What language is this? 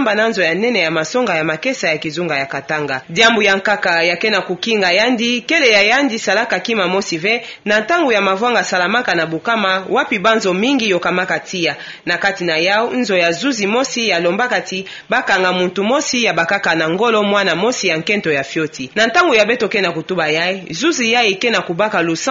Kituba (Democratic Republic of Congo)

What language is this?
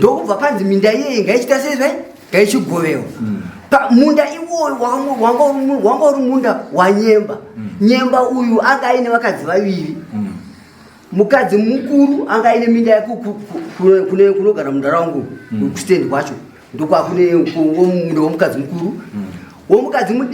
Shona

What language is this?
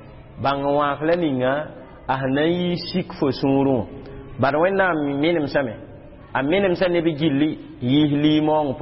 Mossi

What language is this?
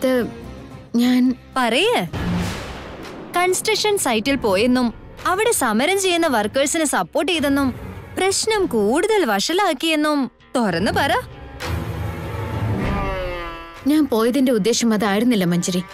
Malayalam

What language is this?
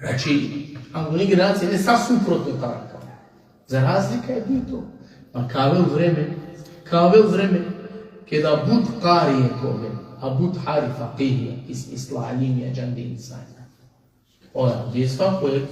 Balkan Romani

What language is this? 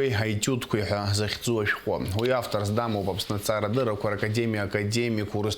Abkhazian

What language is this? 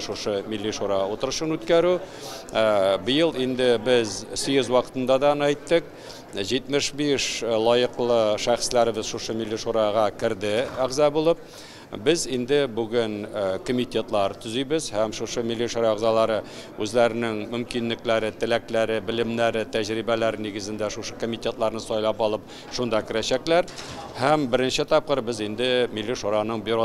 Tatar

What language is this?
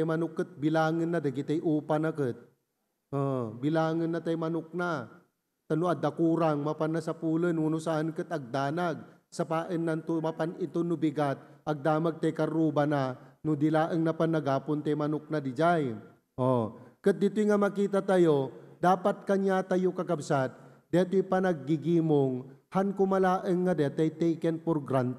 Iloko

